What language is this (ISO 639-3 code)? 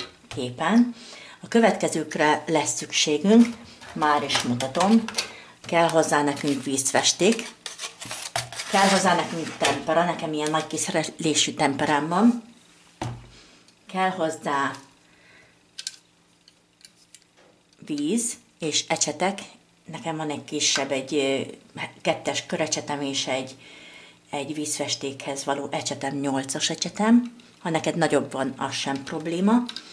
hun